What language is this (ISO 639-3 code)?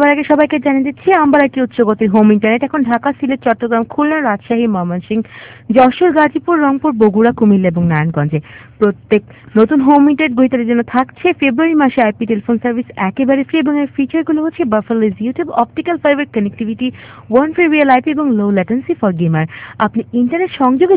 ben